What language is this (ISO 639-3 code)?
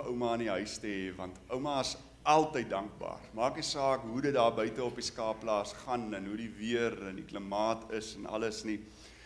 afr